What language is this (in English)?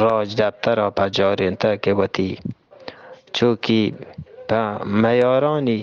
Eastern Balochi